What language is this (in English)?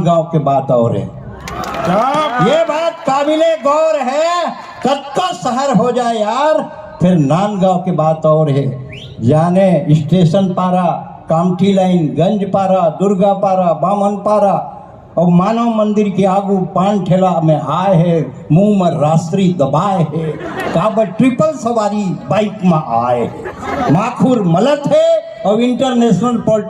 Chhattisgarhi